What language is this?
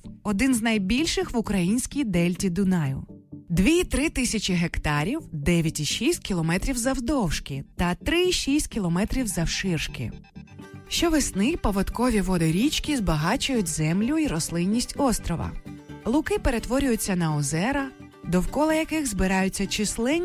Ukrainian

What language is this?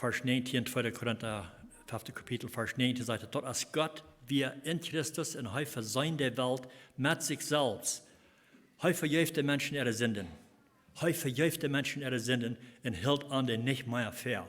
Plautdietsch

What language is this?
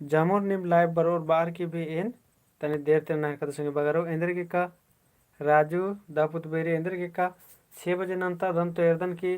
Kurukh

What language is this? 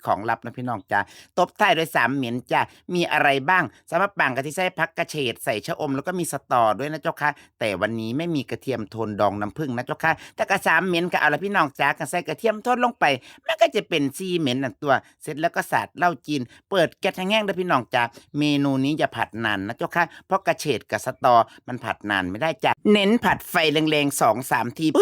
Northeastern Thai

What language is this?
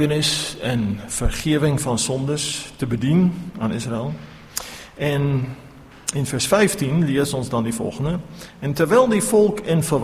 Afrikaans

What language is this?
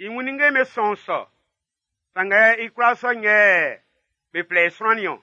Baoulé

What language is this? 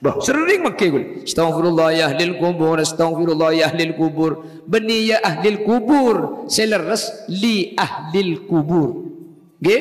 Madurese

